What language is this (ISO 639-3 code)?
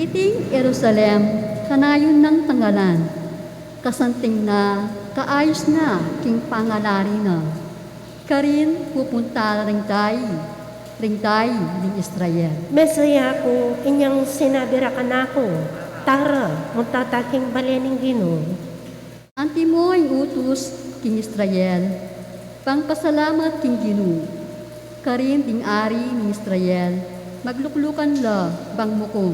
pam